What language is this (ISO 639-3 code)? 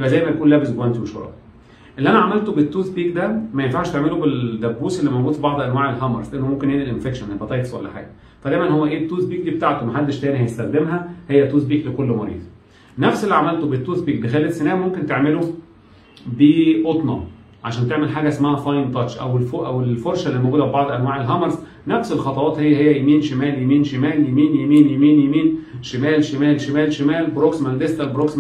arz